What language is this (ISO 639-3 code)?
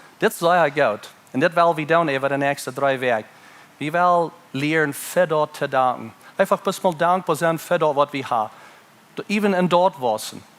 pdt